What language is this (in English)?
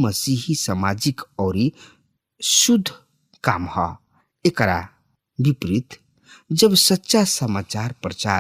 Bhojpuri